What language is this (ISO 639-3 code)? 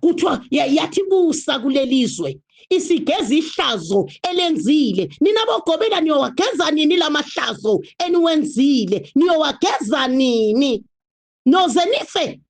zul